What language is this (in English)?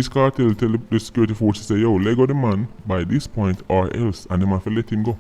Jamaican Creole English